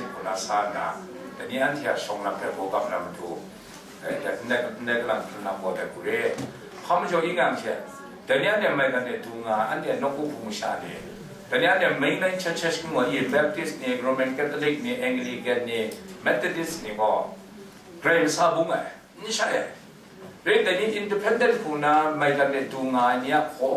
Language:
Kachin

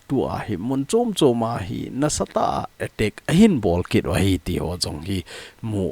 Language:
Thado Chin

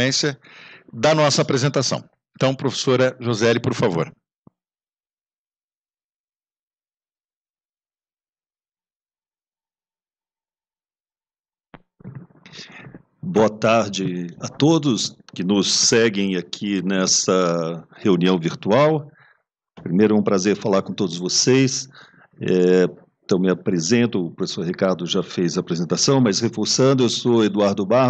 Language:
Portuguese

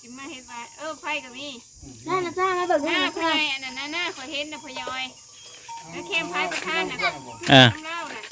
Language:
Northeastern Thai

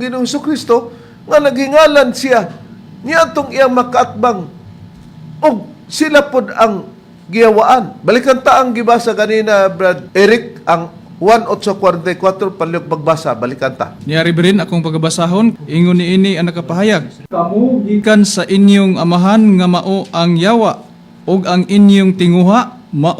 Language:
Cebuano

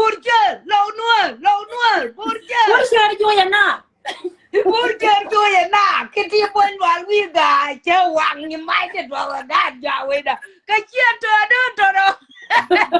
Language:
Nuer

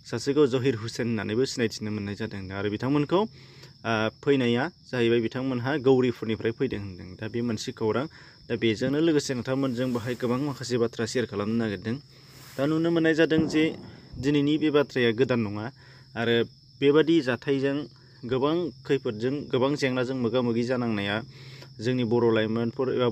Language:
Bodo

